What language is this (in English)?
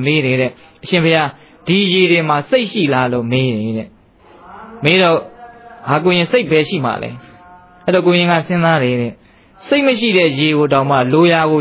Burmese